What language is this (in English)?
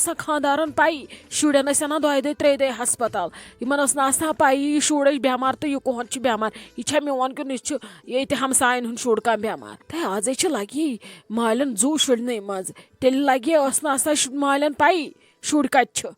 Kashmiri